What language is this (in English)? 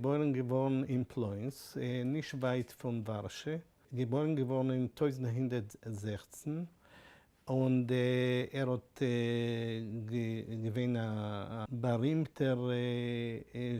Yiddish